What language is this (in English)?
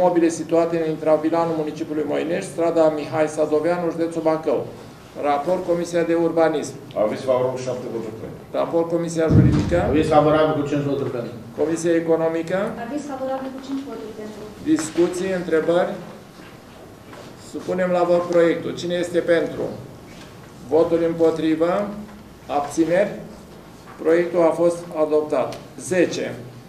Romanian